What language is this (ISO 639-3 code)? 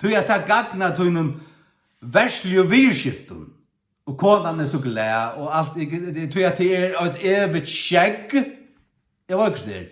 fao